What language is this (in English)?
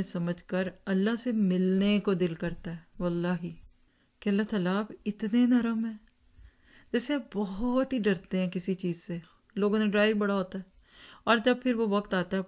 Urdu